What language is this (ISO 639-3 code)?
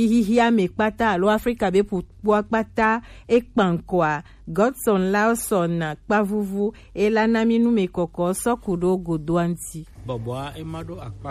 gej